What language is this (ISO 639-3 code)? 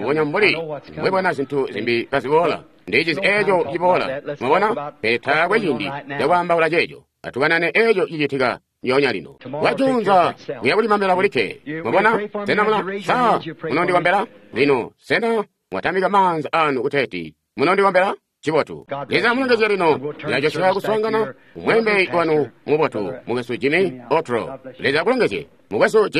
toi